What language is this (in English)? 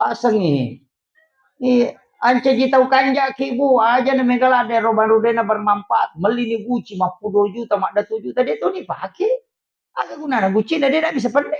Buginese